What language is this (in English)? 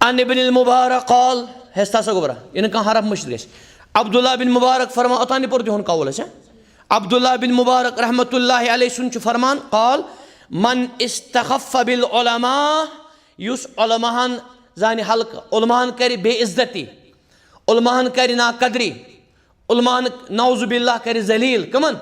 Kashmiri